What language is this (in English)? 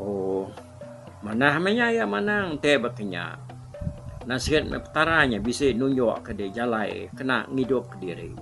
Iban